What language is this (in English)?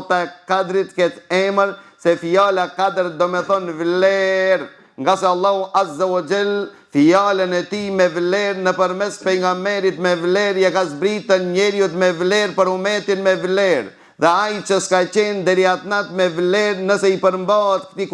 Albanian